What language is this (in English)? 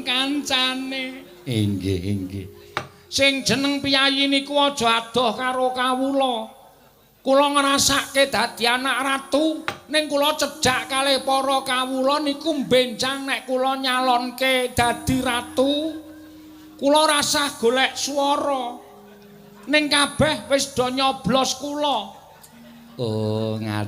Javanese